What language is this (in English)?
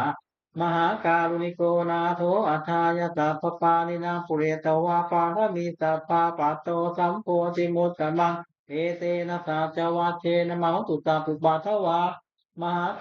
Pali